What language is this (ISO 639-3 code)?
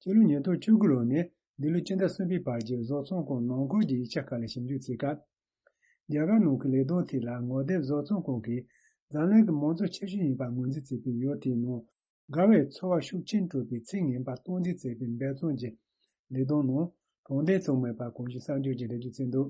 bod